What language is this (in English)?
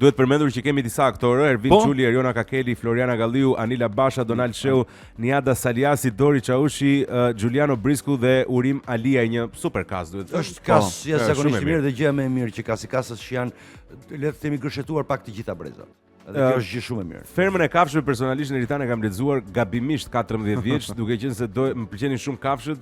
Albanian